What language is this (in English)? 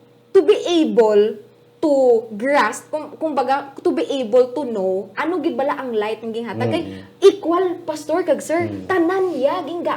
Hiligaynon